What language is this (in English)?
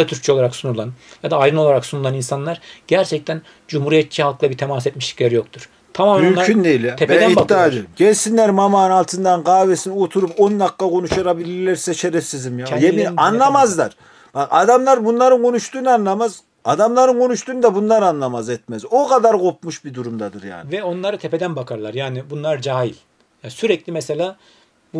Turkish